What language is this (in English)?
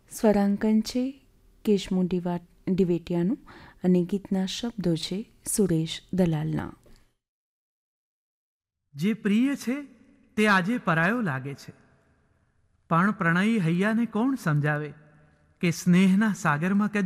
Gujarati